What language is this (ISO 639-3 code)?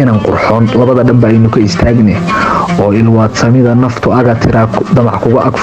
som